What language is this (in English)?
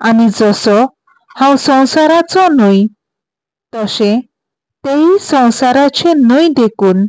Konkani